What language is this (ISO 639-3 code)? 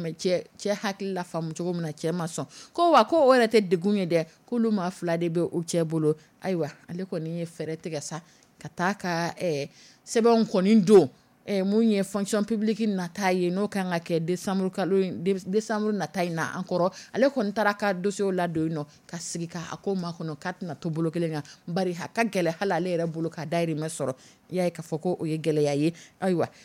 dyu